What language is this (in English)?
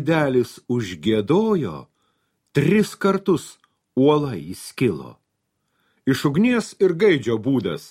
Lithuanian